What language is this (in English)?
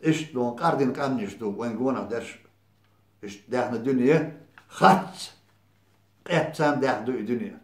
Chechen